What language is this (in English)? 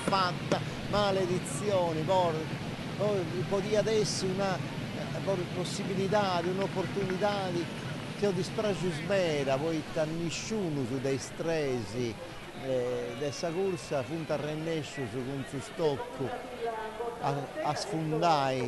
Sardinian